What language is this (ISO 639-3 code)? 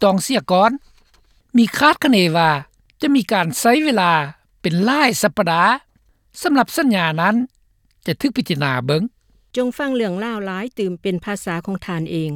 lao